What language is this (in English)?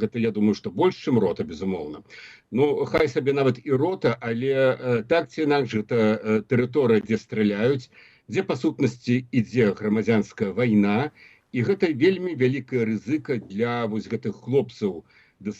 Belarusian